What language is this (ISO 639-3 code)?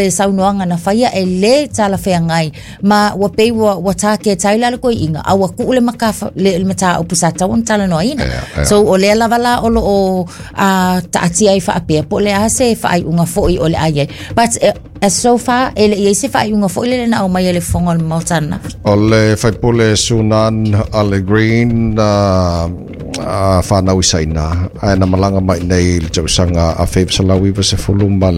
smo